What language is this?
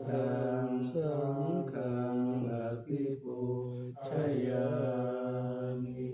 Pali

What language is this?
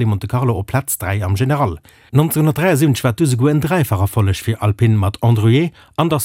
Luxembourgish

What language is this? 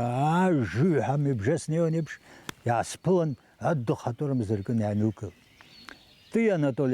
Abkhazian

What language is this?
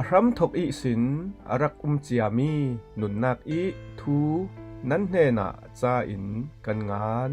Falam Chin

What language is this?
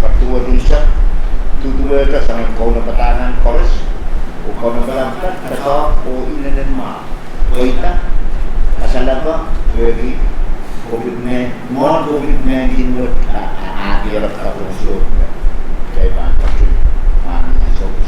Pohnpeian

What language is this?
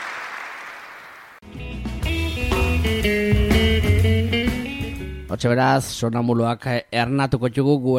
Basque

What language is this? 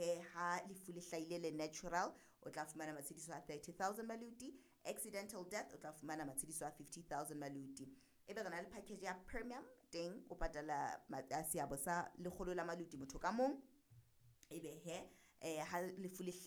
Southern Sotho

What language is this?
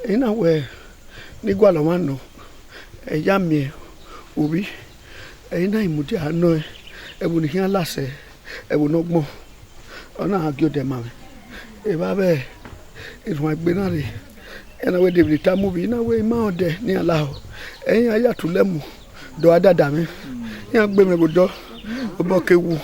Bini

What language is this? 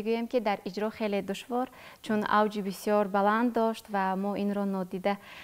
Persian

